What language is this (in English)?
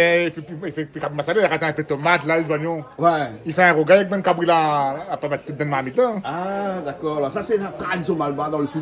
Réunion Creole French